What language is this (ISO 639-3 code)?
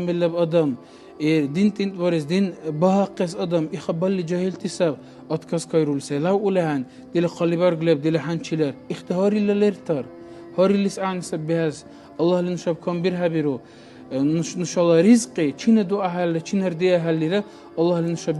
dar